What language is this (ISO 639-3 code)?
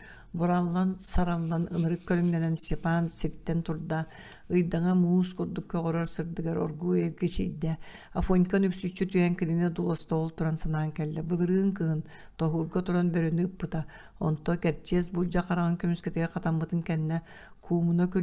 sah